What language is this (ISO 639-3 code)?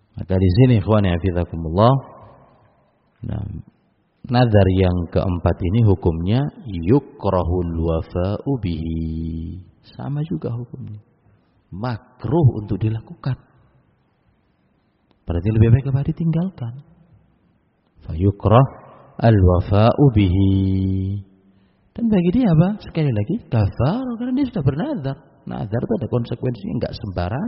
ind